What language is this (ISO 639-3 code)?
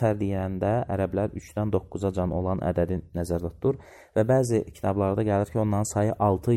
aze